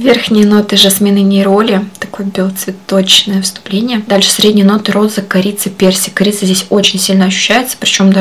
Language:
Russian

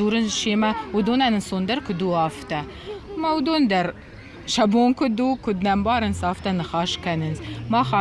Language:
Ossetic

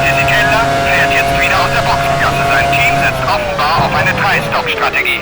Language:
Bavarian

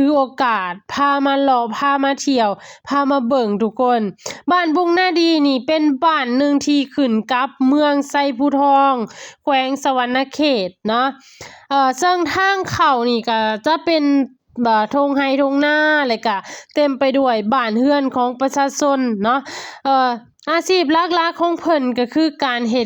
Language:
Lao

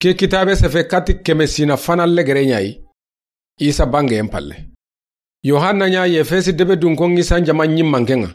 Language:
Soninke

